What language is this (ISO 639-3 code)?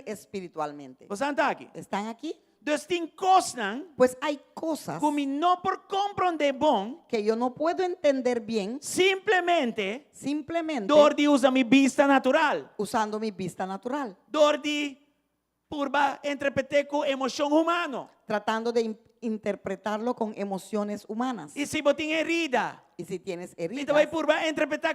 pap